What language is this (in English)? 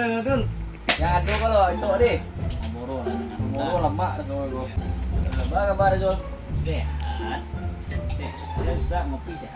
Minangkabau